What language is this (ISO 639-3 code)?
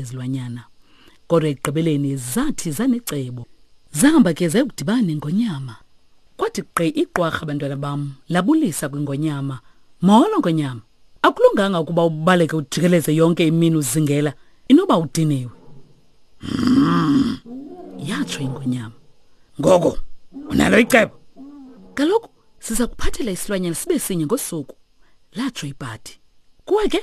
xho